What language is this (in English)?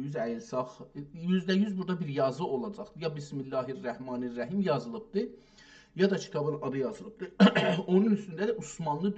South Azerbaijani